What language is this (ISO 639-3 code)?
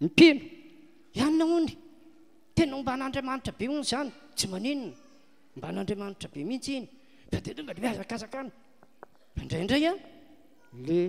mlg